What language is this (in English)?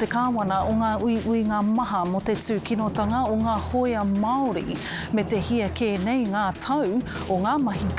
Māori